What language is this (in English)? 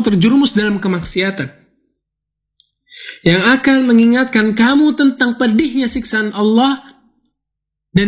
Indonesian